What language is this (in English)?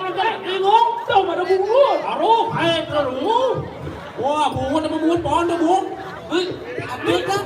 Balinese